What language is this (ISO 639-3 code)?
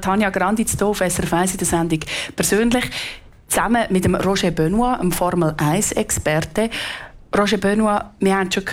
deu